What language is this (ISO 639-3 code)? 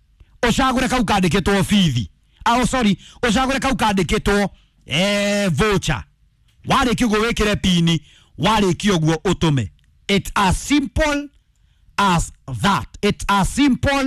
kik